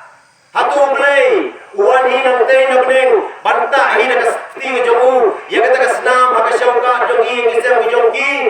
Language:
Khasi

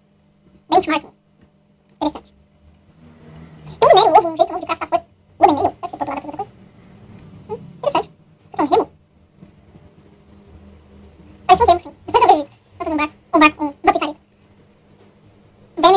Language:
Portuguese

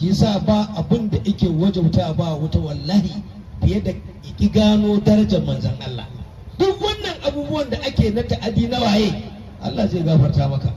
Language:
Hausa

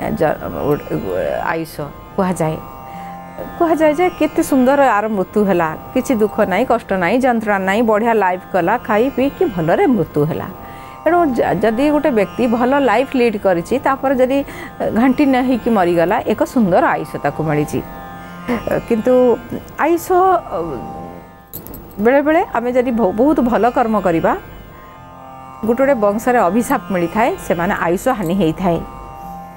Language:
Odia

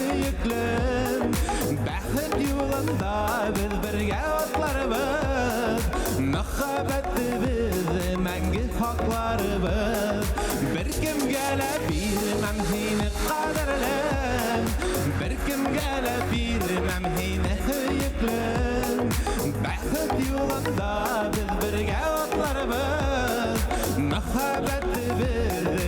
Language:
Bashkir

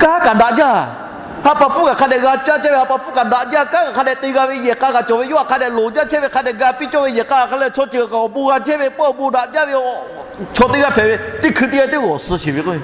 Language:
Lahu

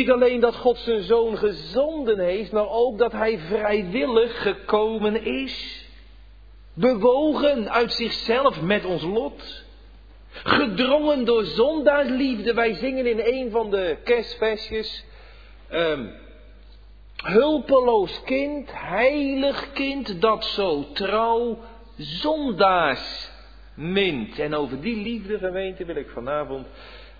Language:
Dutch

